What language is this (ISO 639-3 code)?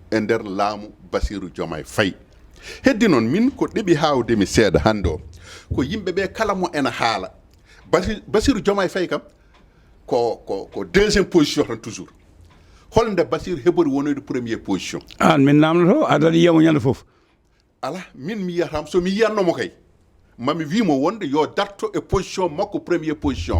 ful